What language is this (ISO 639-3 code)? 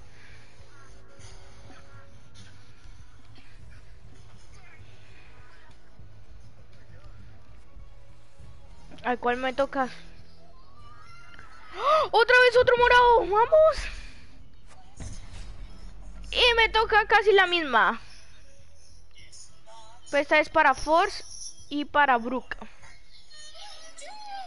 spa